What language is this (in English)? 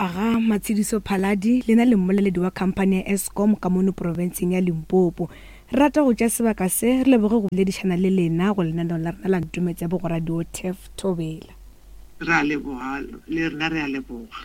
Northern Sotho